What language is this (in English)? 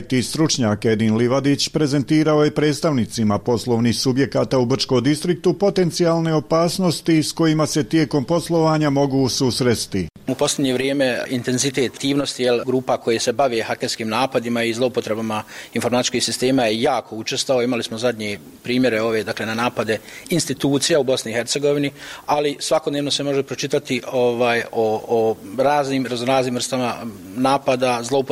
Bosnian